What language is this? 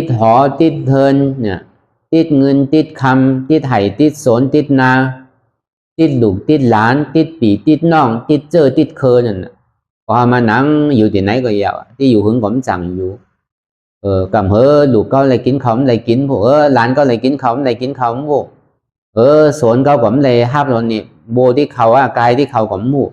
Shan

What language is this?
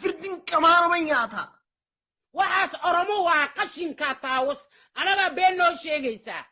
Somali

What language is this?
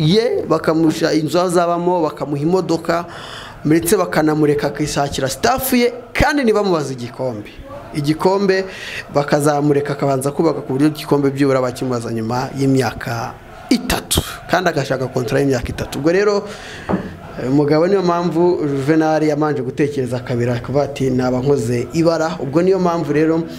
Kinyarwanda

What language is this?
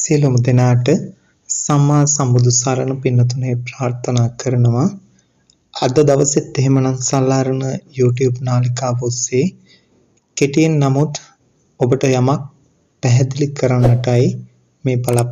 Sinhala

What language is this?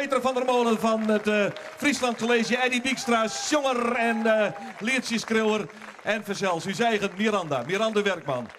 Western Frisian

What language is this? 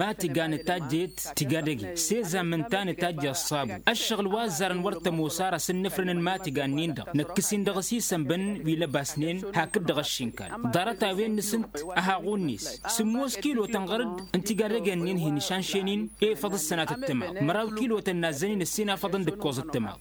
Tamasheq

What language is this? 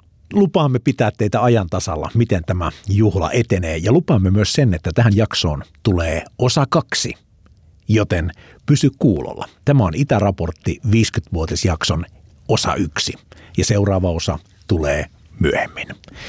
Finnish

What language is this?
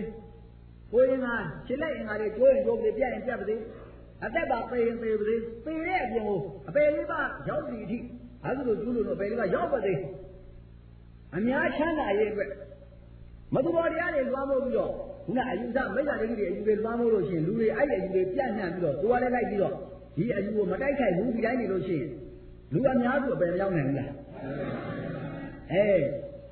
Burmese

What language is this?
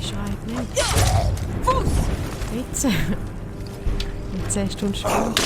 Swiss German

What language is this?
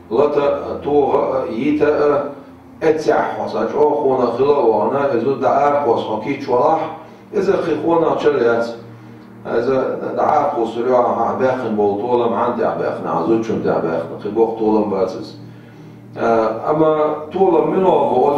Chechen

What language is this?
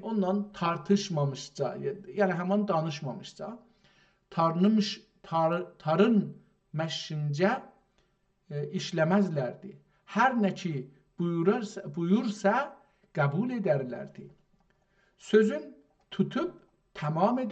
South Azerbaijani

